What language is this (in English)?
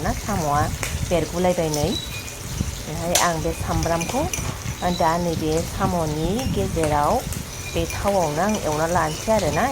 Bodo